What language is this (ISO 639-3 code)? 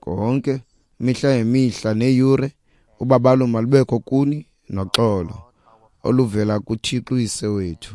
xho